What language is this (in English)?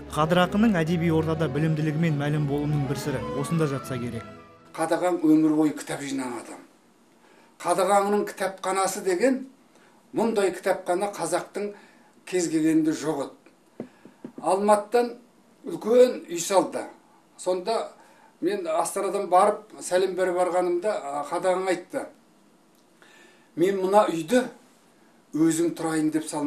Kazakh